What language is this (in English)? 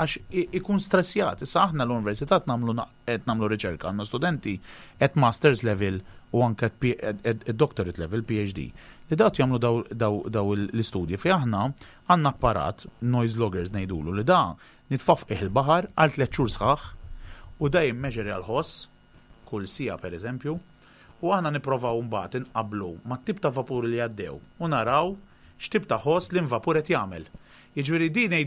Maltese